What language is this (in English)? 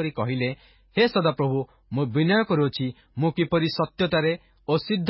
Odia